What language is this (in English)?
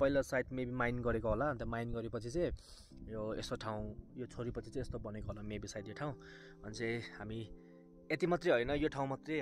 Nepali